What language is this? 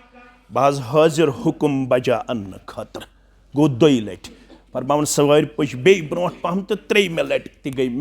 Kashmiri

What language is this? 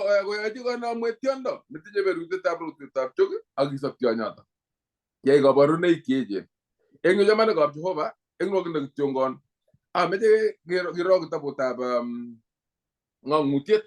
Kalenjin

